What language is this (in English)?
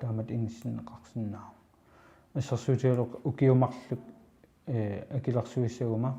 Kalaallisut